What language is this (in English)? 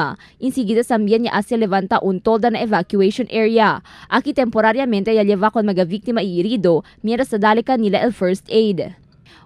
Chavacano